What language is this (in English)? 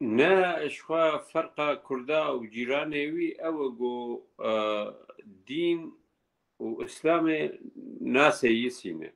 Kurdish